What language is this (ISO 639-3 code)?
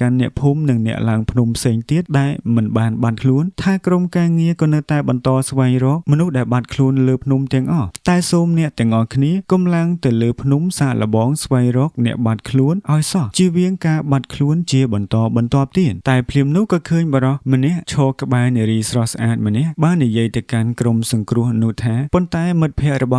khm